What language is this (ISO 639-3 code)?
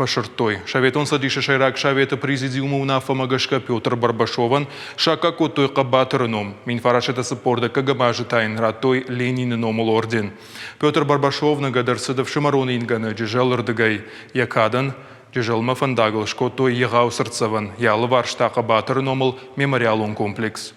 oss